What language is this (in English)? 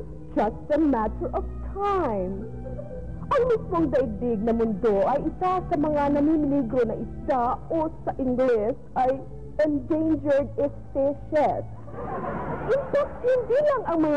Filipino